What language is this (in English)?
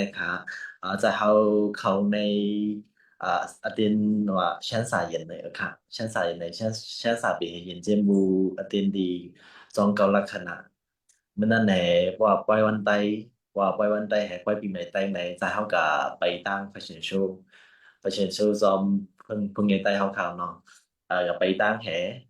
Shan